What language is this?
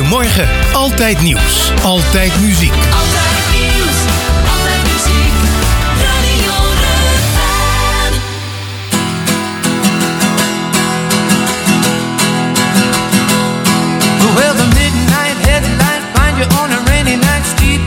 Dutch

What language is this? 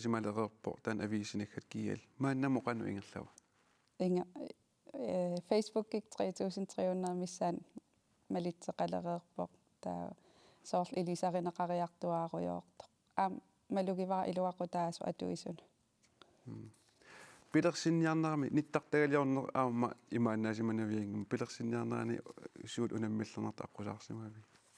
Kalaallisut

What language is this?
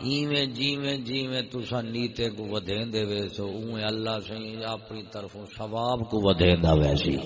Saraiki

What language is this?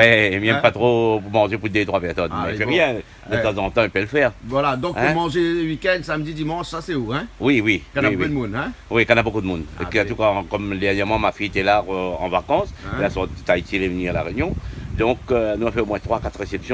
Réunion Creole French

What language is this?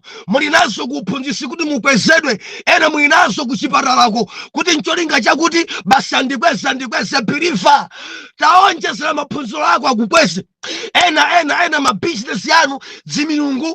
Nyanja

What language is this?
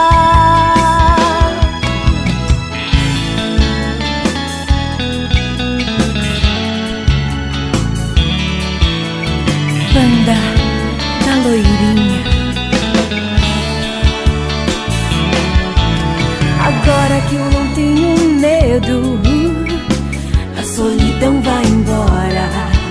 Portuguese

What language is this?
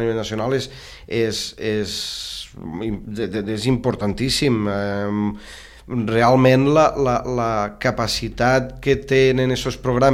Catalan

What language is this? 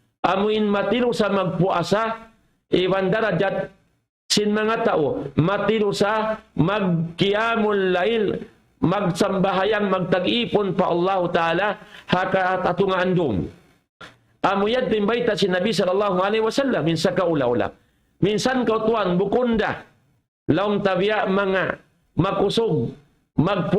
Tausug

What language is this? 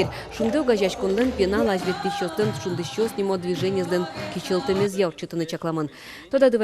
Udmurt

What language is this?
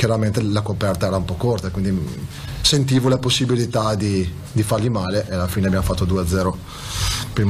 Italian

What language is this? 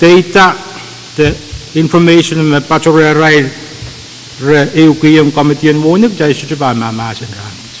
Pohnpeian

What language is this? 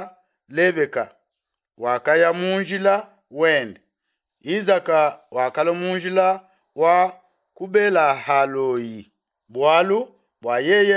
Luba-Lulua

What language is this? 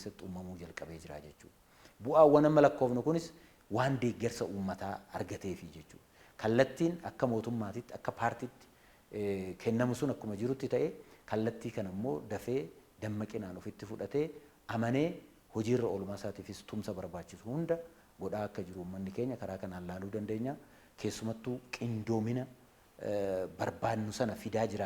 Oromo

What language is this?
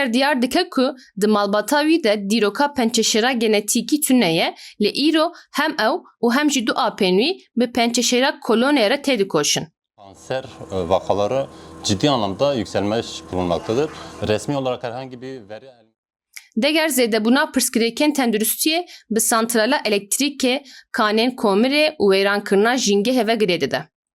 Kurdish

